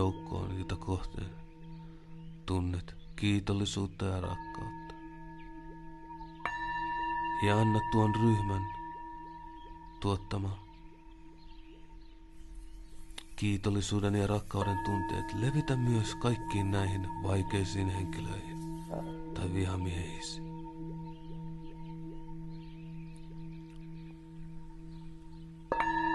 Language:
Finnish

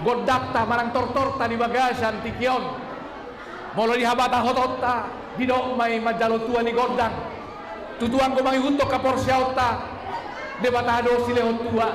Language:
Batak Toba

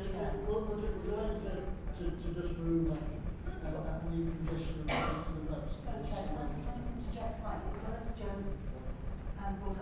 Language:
English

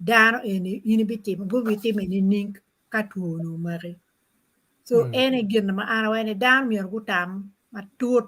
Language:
Acoli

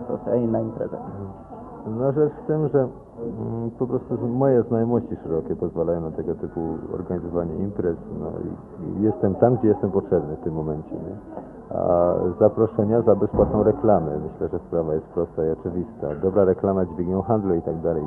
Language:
Polish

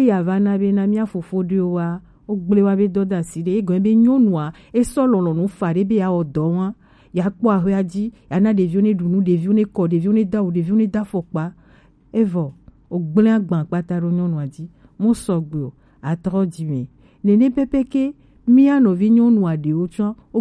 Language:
Gen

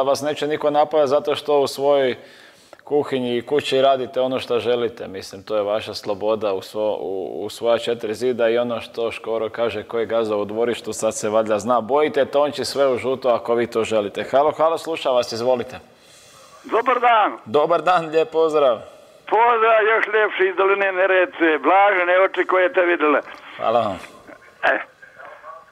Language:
Croatian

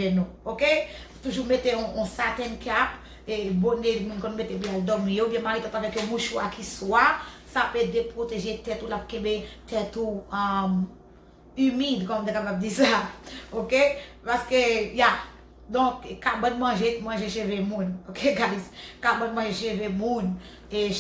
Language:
Haitian Creole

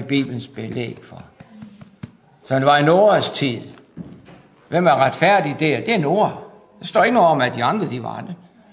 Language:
Danish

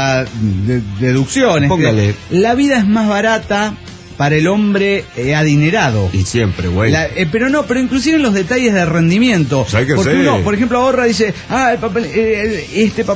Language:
Spanish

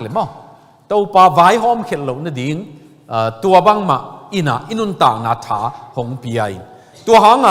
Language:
Tedim Chin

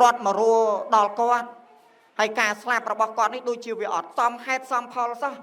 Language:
Khmer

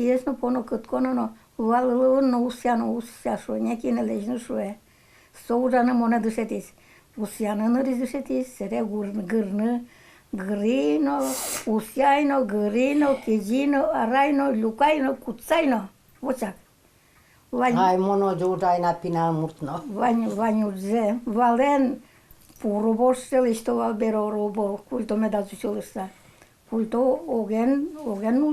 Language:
Udmurt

